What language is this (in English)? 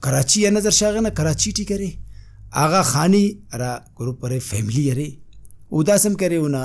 Brahui